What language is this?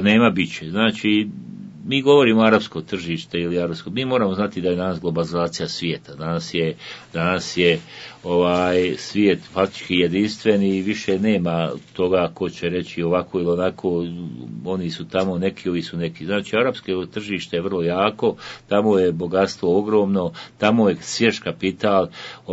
Bosnian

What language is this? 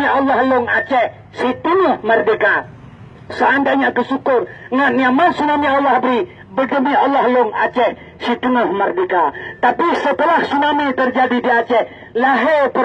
Achinese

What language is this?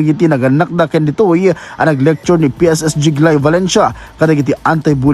Iloko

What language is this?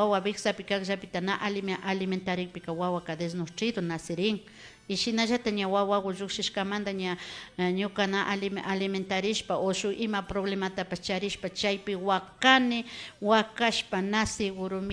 Imbabura Highland Quichua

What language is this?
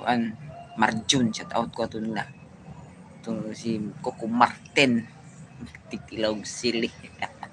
Cebuano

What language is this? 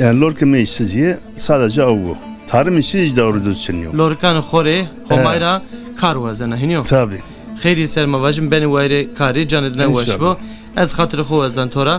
Zaza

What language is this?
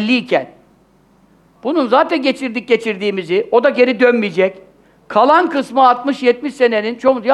Turkish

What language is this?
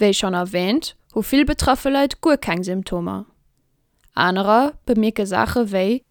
Luxembourgish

